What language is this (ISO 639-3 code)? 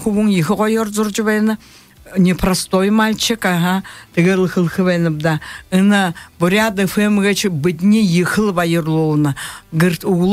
bua